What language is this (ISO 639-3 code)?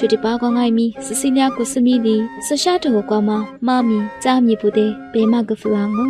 lis